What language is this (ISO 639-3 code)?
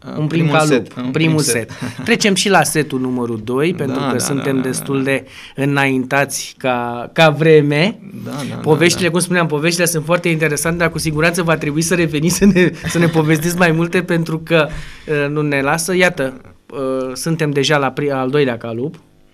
ron